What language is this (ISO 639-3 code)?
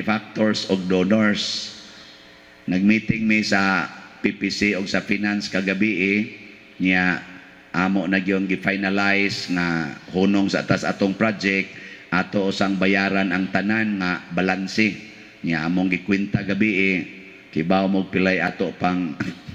ceb